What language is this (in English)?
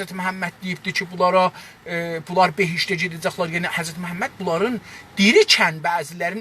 South Azerbaijani